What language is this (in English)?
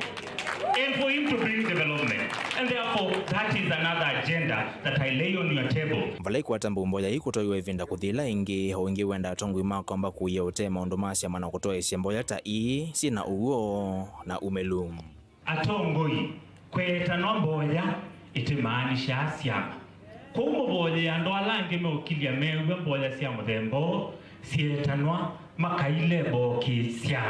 Kamba